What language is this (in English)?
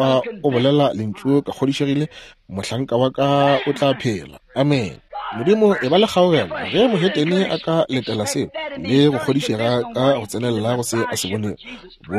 Northern Sotho